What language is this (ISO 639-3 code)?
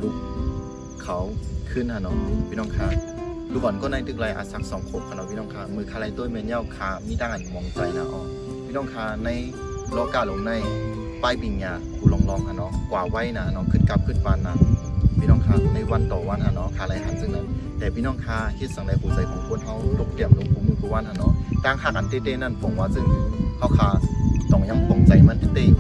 shn